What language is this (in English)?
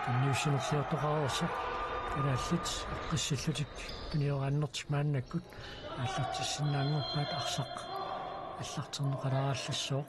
Kalaallisut